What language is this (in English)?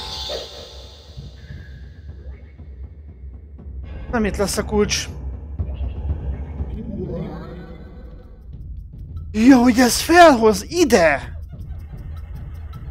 Hungarian